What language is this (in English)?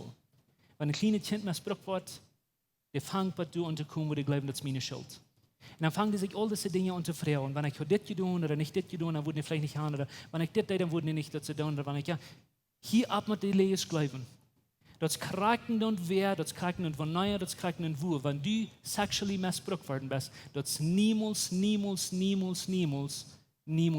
Plautdietsch